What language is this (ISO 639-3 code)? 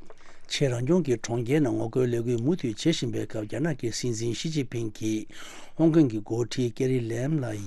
bod